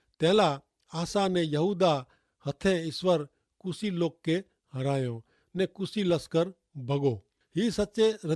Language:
Kachhi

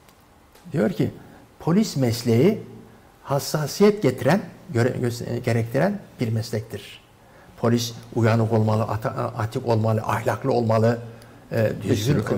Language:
Turkish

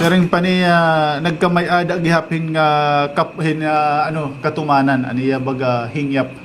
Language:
Waray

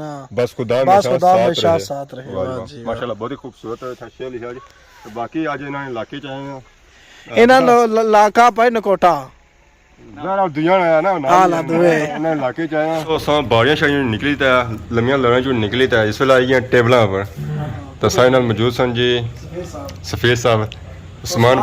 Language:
Pahari-Potwari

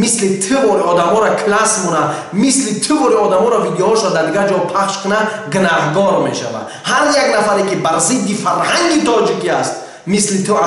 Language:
Tajik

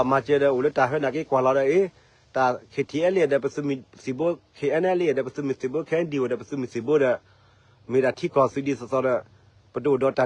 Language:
S'gaw Karen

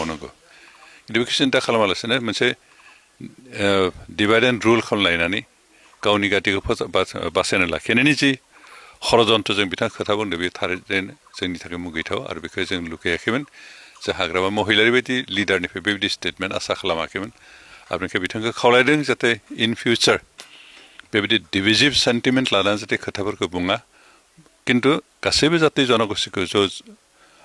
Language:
Bodo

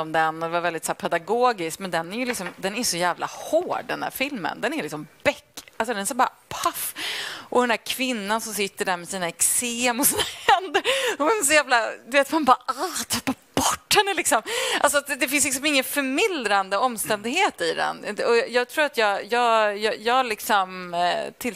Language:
Swedish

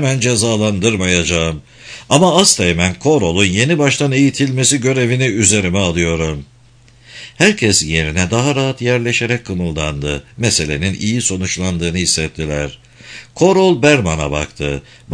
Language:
Turkish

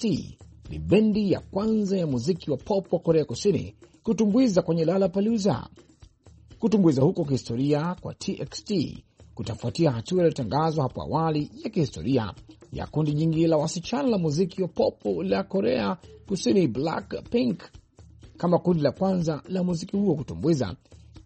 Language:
Swahili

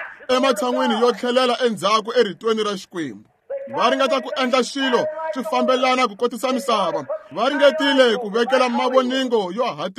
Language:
Tsonga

